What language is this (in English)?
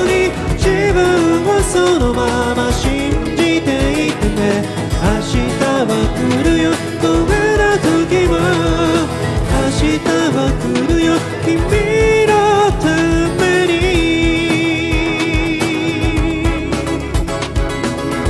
Japanese